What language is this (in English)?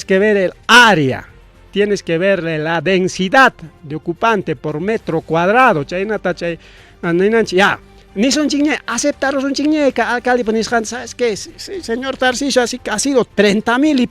Ayacucho Quechua